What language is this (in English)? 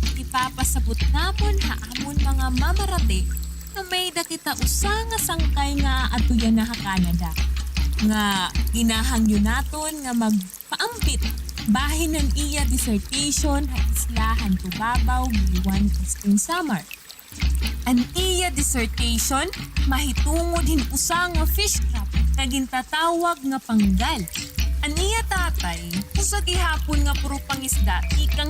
Waray